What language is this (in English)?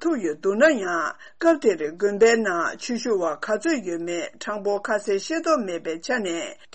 Tibetan